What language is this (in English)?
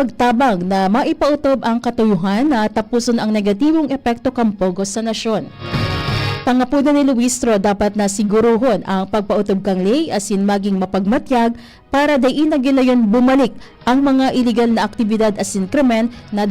Bikol